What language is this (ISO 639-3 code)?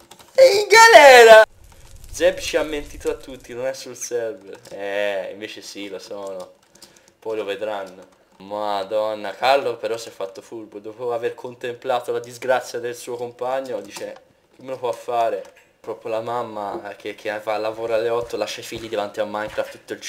ita